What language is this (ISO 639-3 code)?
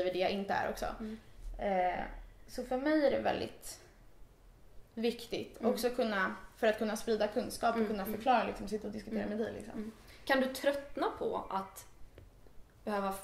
swe